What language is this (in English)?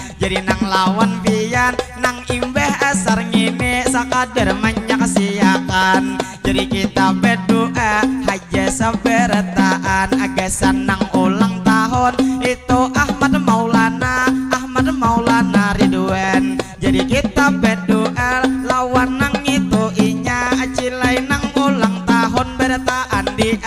Banjar